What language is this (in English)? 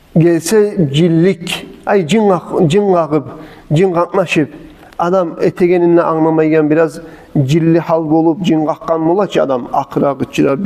Kumyk